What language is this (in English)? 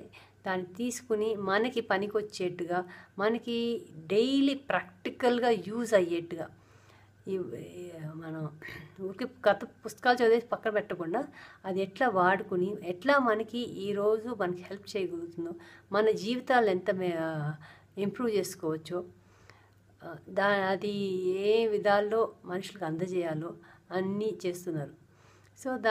Telugu